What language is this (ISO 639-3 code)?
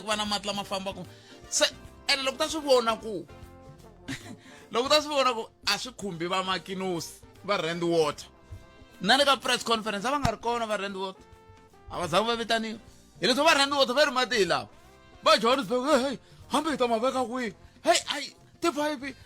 tso